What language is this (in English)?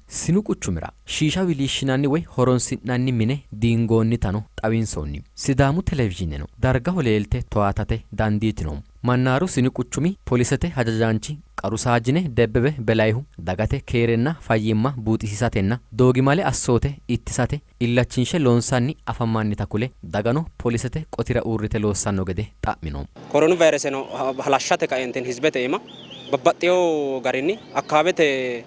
Sidamo